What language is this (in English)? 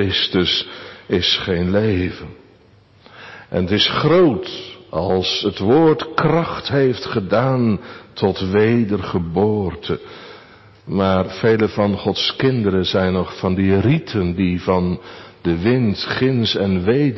Dutch